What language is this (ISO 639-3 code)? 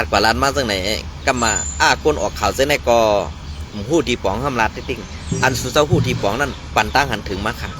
shn